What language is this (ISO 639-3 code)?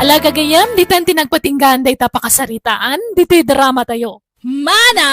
ilo